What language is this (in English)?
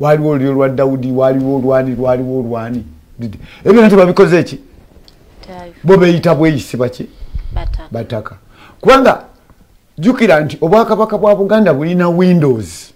Ganda